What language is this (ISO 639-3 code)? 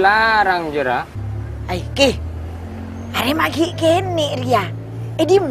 mad